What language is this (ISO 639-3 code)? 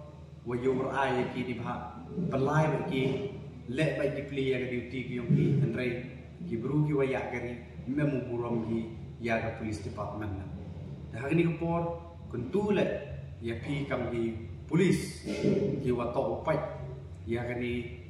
pbv